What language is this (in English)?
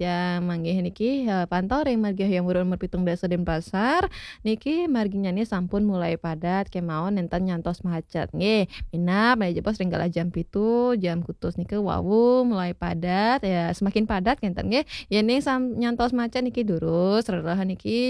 Balinese